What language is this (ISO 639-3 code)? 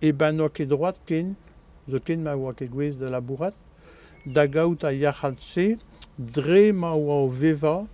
bre